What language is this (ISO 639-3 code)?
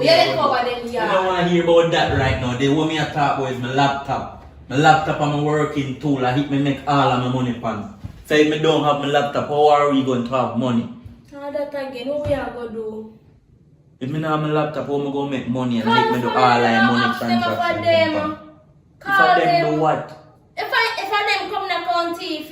jam